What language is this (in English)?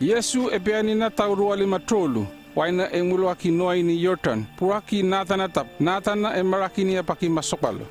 North Efate